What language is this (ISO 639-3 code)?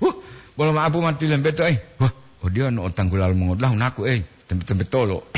gor